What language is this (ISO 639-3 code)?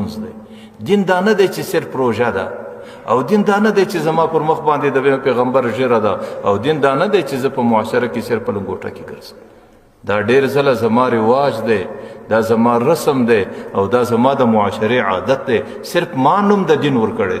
pus